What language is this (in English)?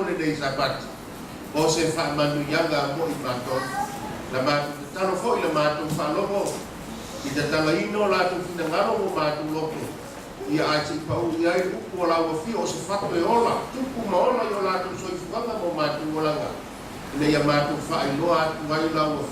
Samoan